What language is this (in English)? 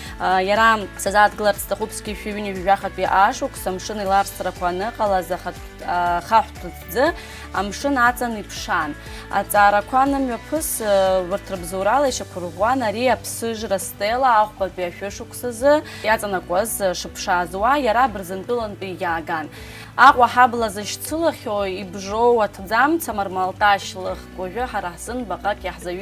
Abkhazian